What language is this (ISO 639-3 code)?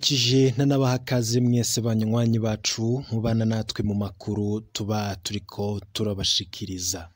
run